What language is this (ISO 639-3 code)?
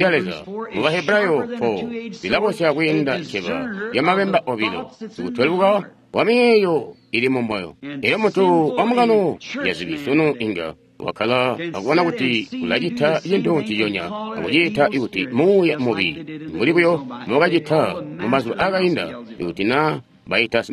toi